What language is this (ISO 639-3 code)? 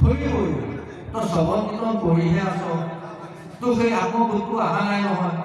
asm